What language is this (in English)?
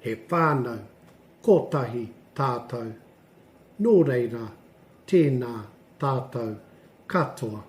Māori